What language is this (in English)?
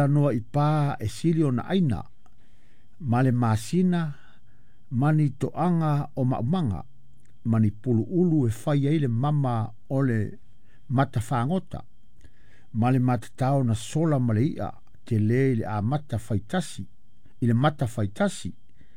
Samoan